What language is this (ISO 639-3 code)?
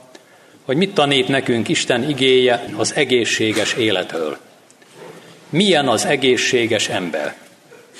hun